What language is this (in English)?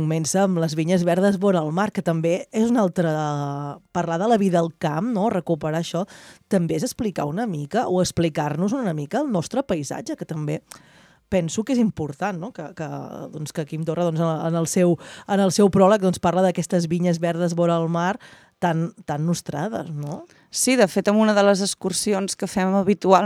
Catalan